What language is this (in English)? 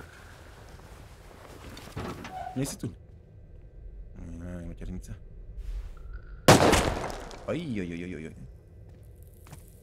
Slovak